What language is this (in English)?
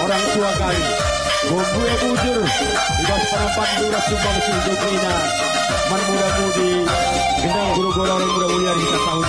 Batak Karo